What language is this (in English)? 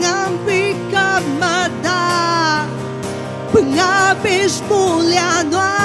Iban